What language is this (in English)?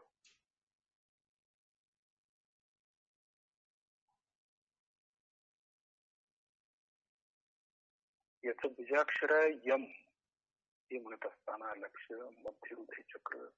Marathi